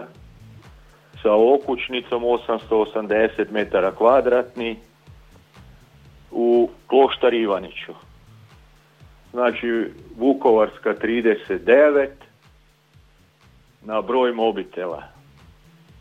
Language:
Croatian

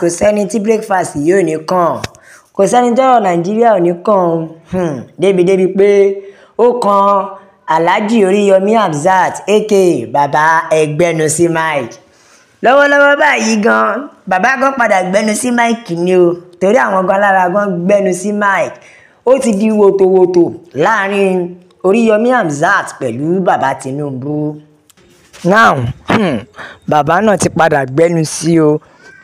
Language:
Yoruba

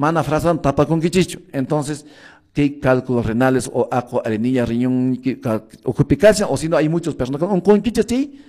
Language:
Quechua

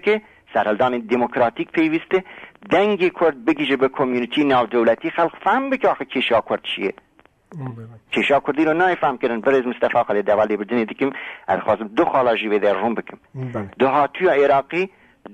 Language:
Kurdish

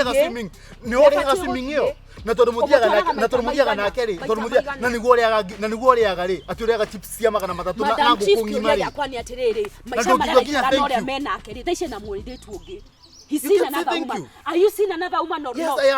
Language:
Kikuyu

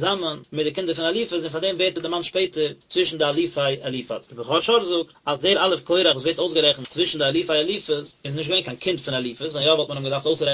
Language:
Yiddish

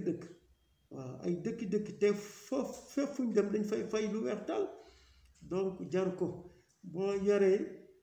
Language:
Wolof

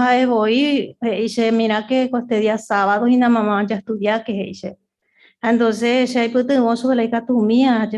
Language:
Guarani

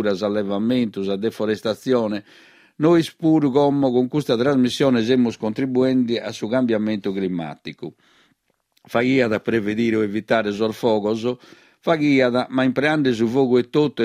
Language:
Sardinian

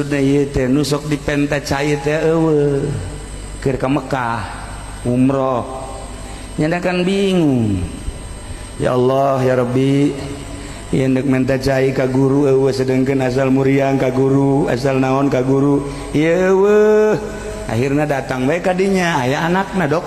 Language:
Sundanese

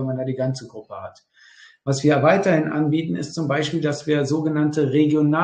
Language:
German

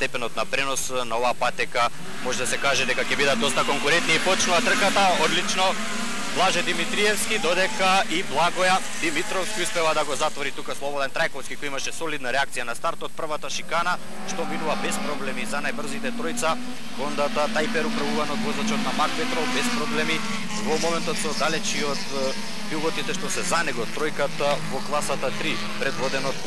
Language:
Macedonian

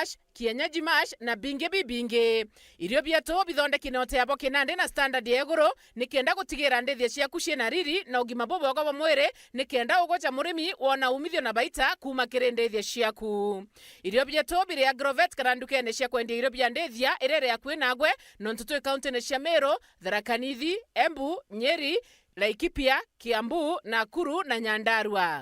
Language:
Meru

